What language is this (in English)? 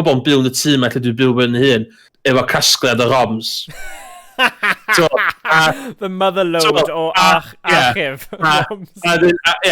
Welsh